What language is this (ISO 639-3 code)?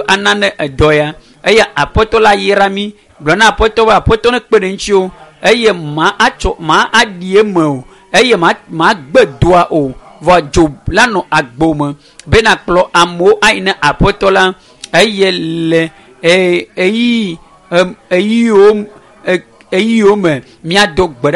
ewe